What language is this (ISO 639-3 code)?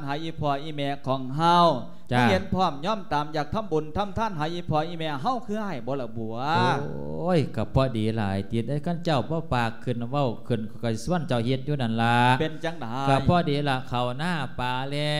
lao